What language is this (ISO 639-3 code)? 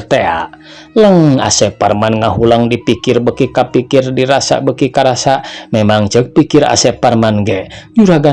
sun